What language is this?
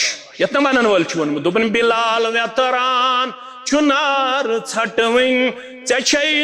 Kashmiri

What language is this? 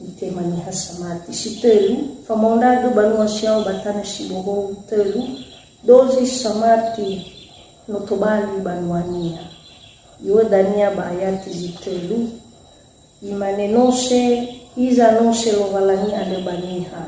Nias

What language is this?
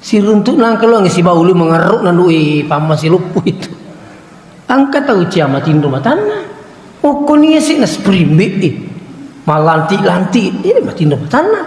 Buginese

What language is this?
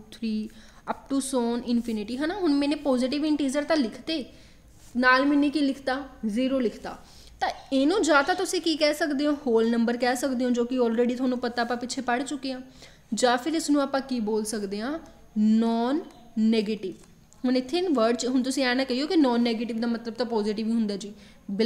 Punjabi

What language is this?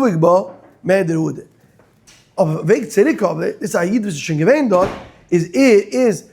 Yiddish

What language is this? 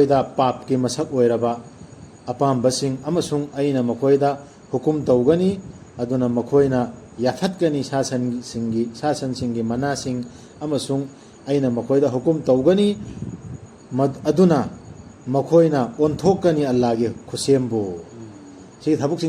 Manipuri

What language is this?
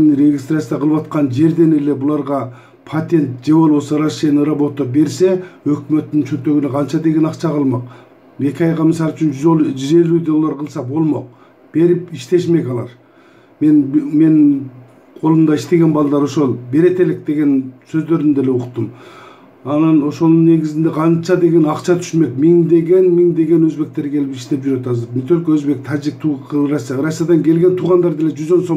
Kyrgyz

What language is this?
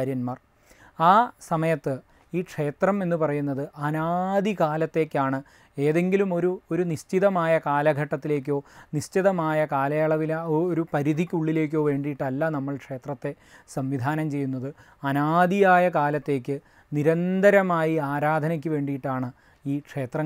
Malayalam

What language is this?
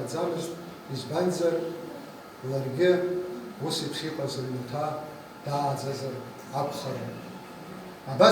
Abkhazian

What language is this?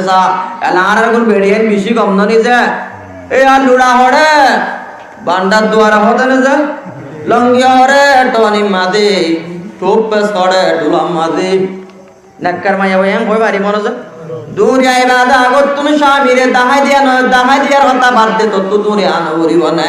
Rohingya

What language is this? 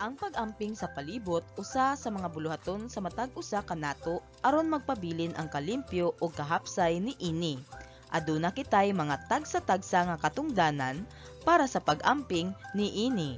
Cebuano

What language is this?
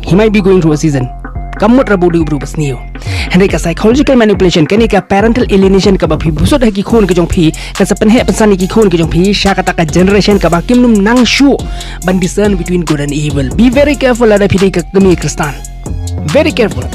Khasi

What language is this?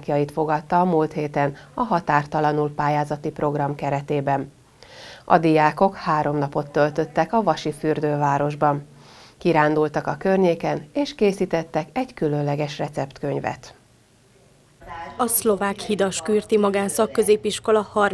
Hungarian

